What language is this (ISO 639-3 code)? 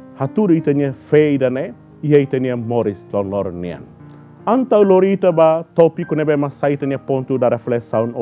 tet